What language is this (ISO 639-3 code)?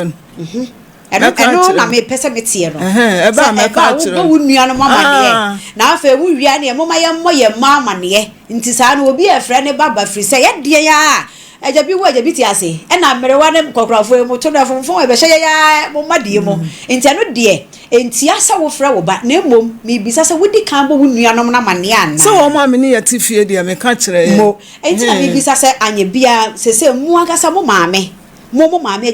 aka